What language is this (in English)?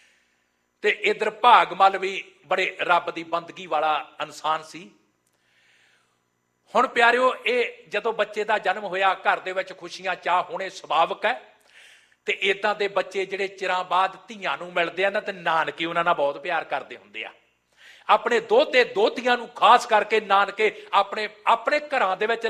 Punjabi